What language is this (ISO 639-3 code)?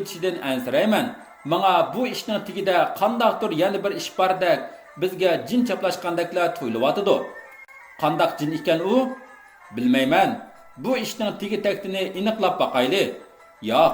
uig